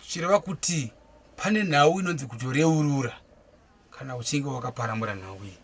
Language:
Shona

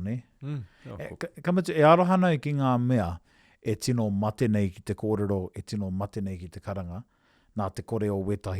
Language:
Māori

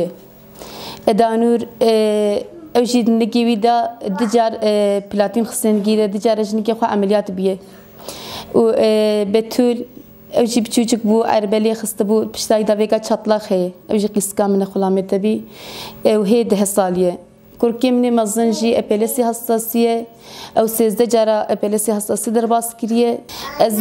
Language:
Kurdish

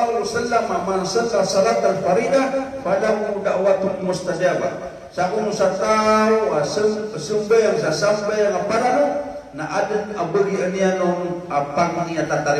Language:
Maranao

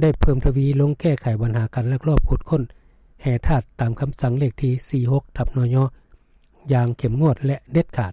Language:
Lao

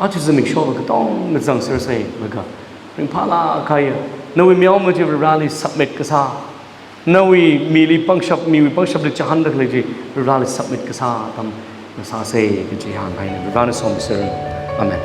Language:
Tangkhul Naga (India)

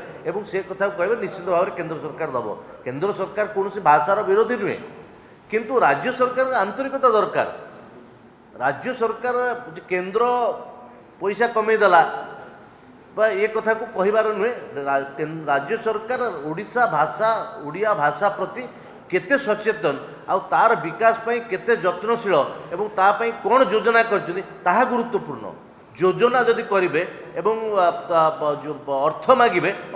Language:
Odia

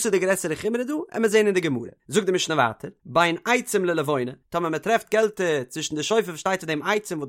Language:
Yiddish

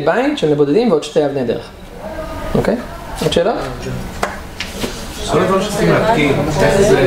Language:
Hebrew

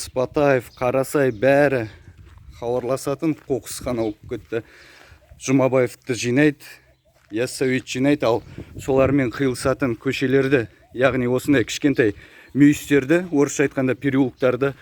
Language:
Kazakh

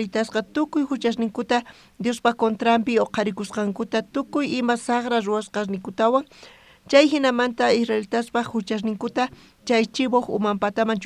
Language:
South Bolivian Quechua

